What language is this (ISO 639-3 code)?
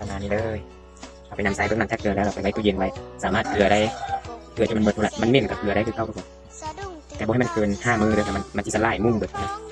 lao